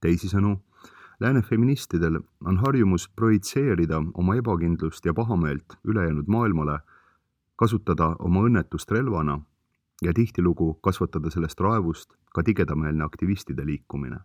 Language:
Estonian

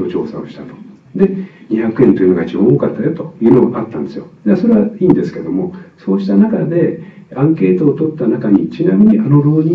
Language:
Japanese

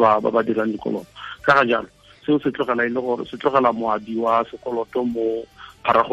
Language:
Tswana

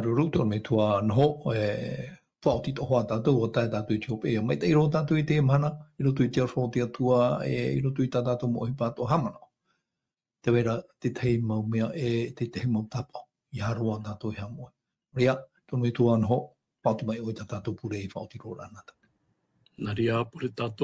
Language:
Tahitian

